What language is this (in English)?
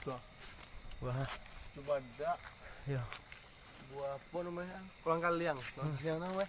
Minangkabau